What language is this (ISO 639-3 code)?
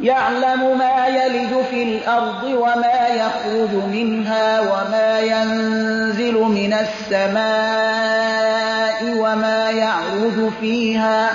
fas